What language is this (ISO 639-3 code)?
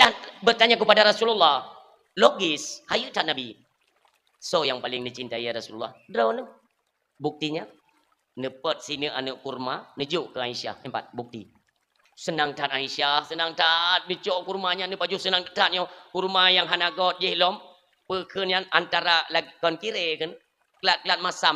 ace